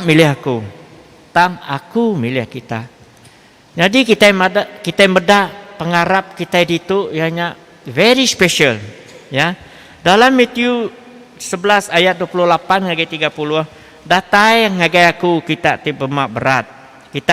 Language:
Iban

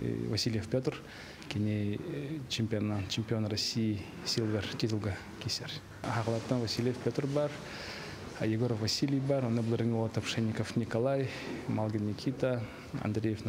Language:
Yakut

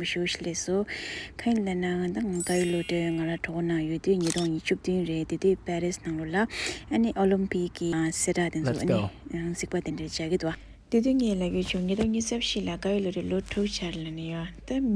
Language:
Tibetan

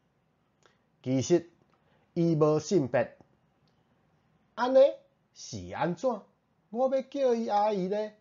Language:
Min Nan Chinese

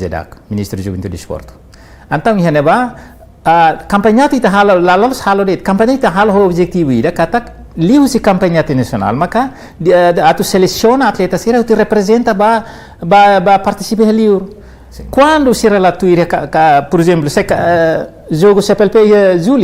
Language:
Tetum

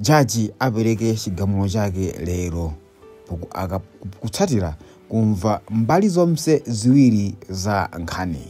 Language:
Nyanja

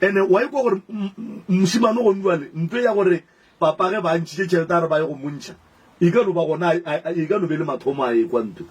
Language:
Northern Sotho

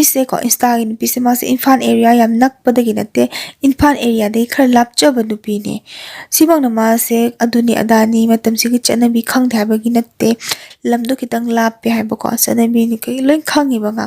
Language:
Manipuri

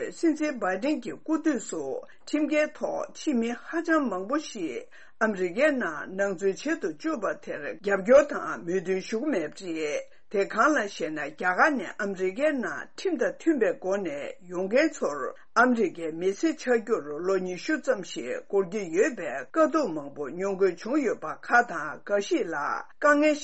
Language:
Tibetan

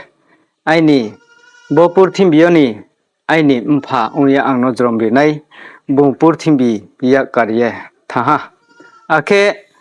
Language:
Riang (India)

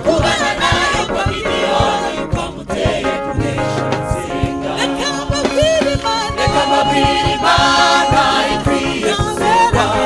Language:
Kinyarwanda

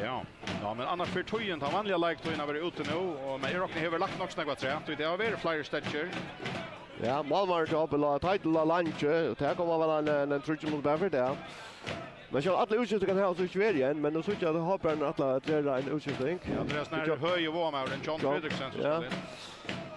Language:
Faroese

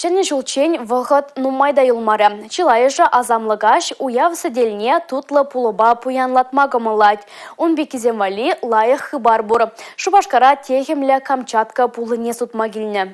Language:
Chuvash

